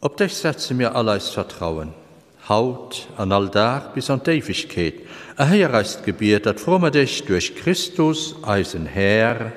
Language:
Luxembourgish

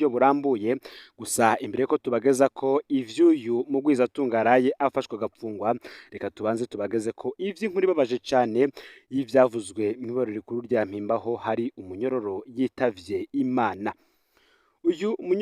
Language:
Rundi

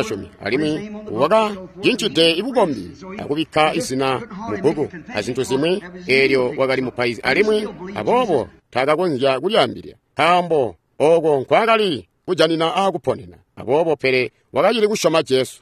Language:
Tonga (Zambia)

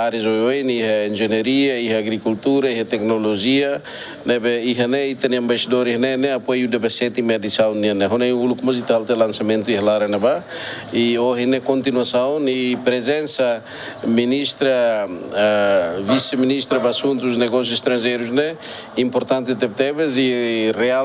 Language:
Tetum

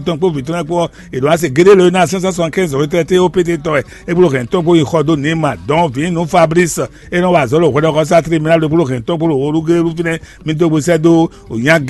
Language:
Fon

